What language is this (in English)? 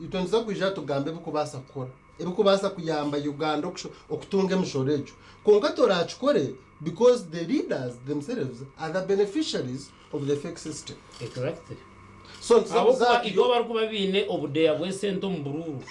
Nyankole